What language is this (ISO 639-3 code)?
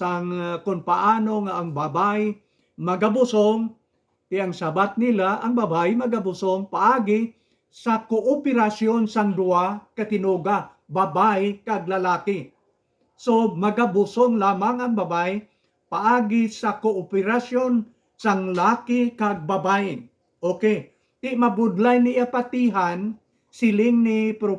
hil